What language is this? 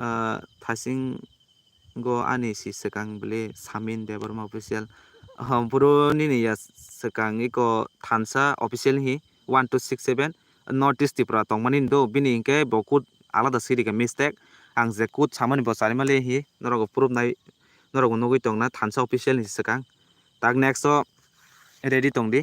Kok Borok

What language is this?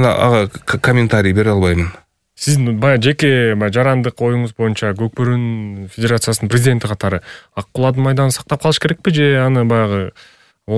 Kyrgyz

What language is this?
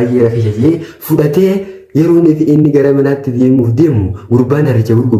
Oromo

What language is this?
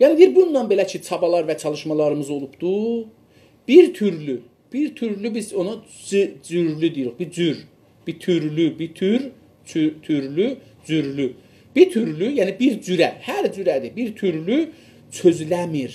South Azerbaijani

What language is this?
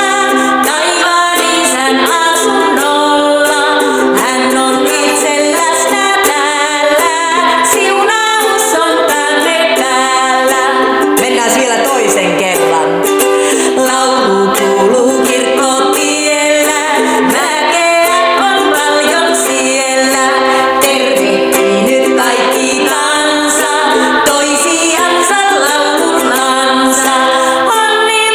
Finnish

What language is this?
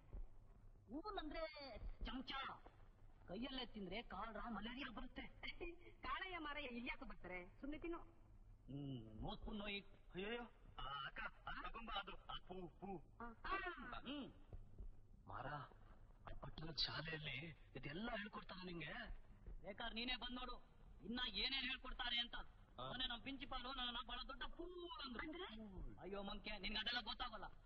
Kannada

